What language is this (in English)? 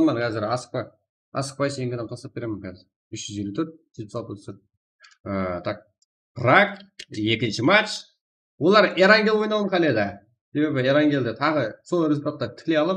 Kara-Kalpak